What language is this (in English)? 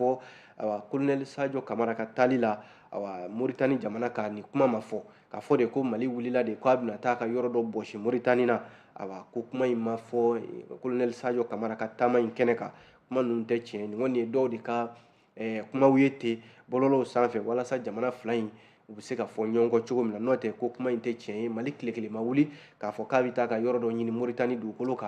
Bambara